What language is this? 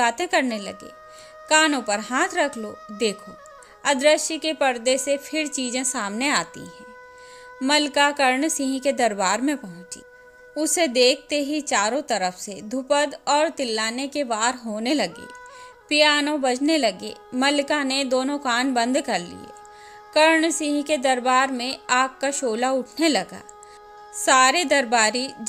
Hindi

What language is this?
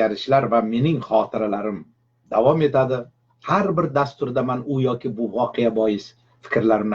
Uzbek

